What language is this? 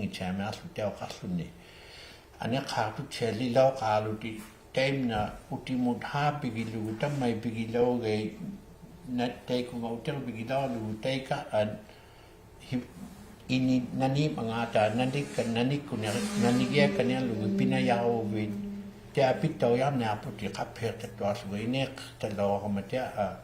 Inuktitut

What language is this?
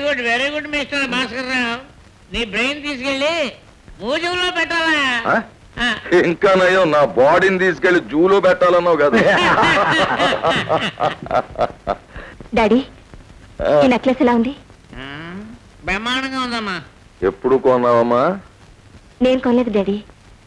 Telugu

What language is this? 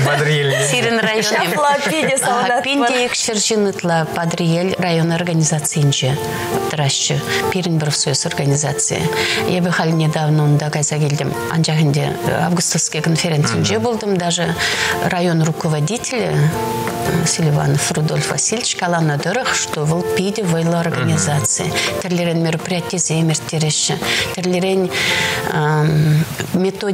Chuvash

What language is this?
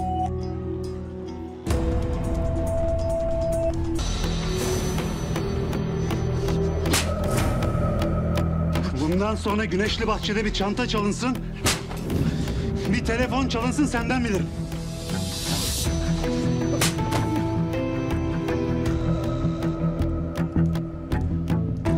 Turkish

